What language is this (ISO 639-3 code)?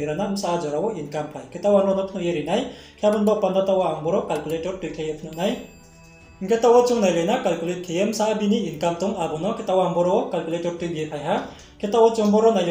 ria